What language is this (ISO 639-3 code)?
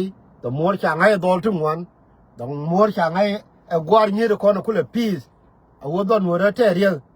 nus